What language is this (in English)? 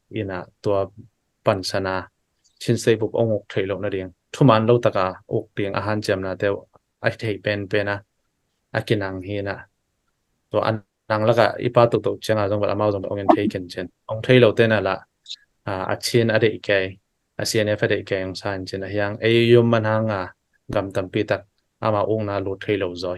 Tedim Chin